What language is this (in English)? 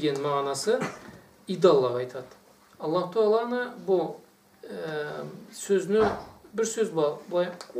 Karachay-Balkar